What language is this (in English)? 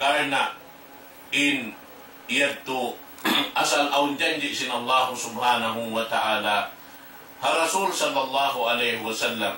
Tausug